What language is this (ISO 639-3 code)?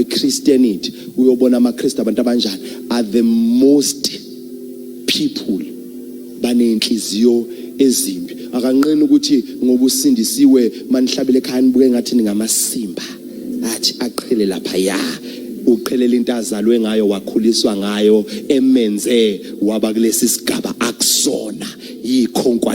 zul